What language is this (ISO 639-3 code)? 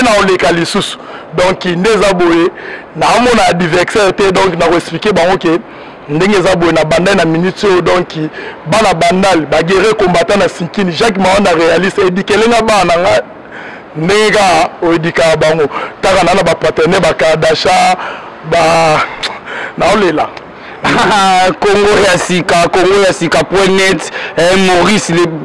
lin